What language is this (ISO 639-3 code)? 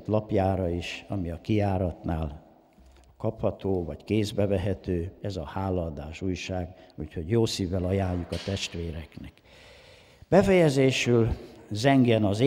hun